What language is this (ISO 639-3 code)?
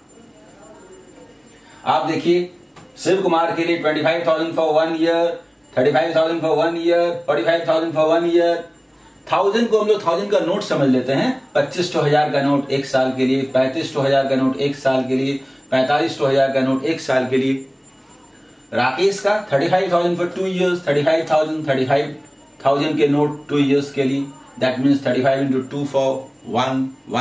hin